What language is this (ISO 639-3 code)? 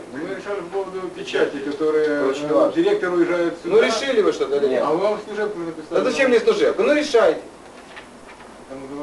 rus